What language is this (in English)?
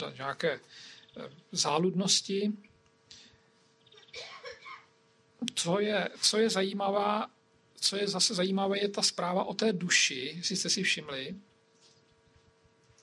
Czech